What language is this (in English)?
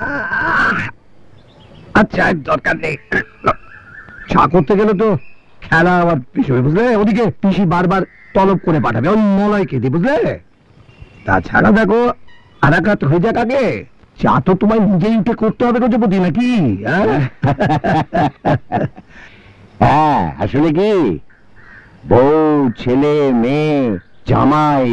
Bangla